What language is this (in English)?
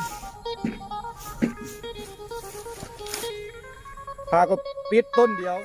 Lao